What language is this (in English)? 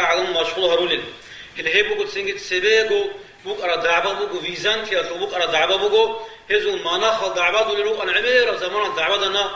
Avaric